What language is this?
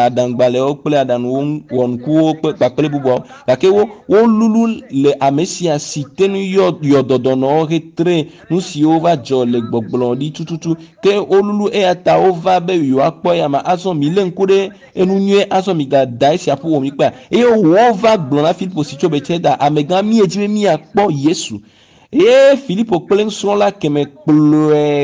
Ewe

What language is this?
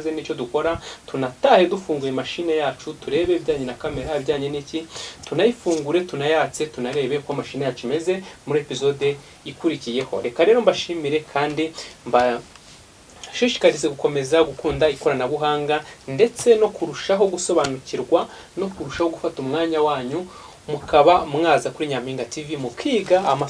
Kinyarwanda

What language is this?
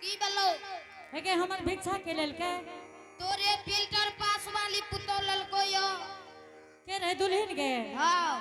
Angika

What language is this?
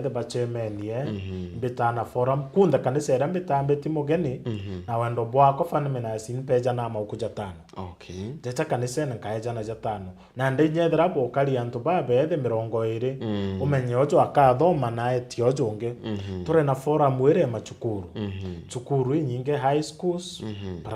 Meru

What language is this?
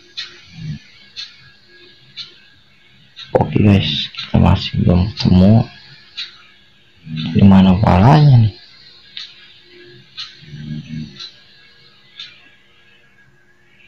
Indonesian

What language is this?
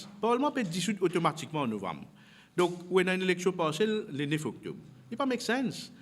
Morisyen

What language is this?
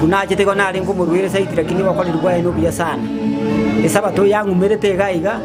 Gusii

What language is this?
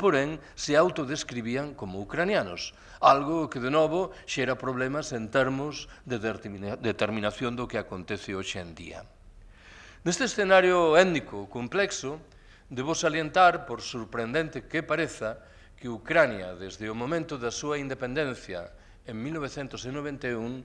Galician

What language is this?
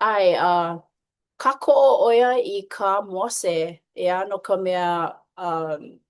Hawaiian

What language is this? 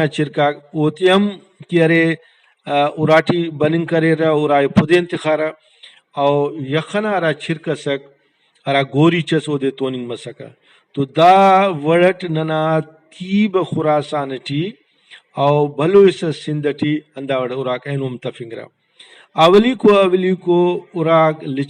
Brahui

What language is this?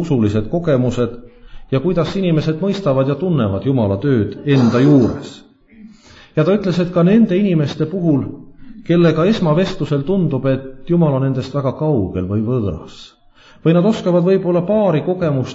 Estonian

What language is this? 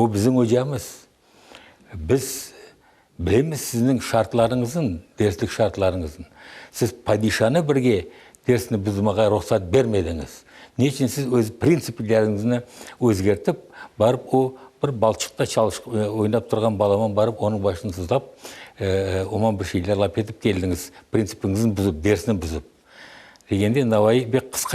Crimean Tatar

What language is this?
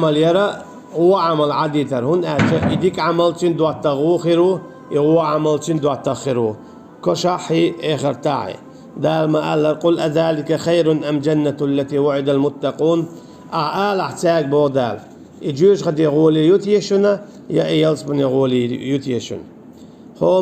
Chechen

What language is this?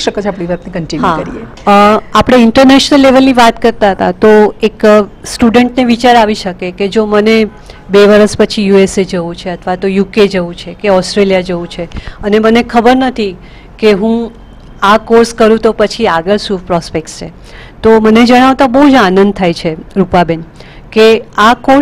Gujarati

